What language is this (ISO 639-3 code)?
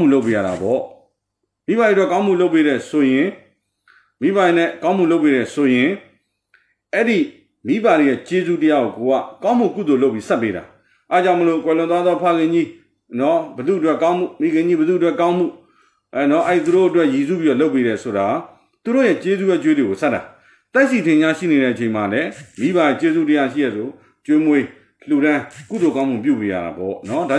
mya